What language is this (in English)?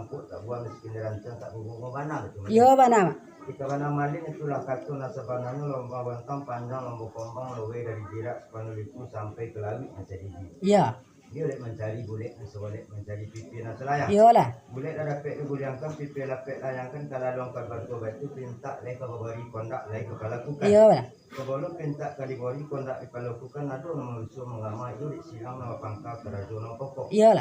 Minangkabau